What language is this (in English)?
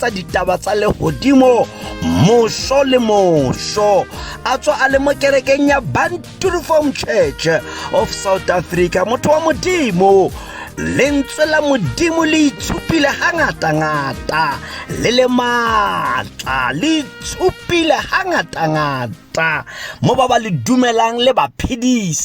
Tswana